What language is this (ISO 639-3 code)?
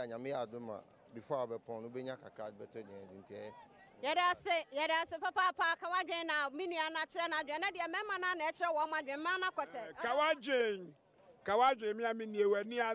aka